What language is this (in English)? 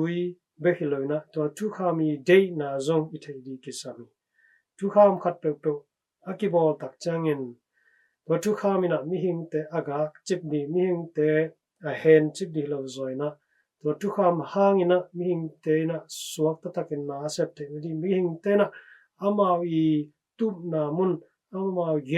Tedim Chin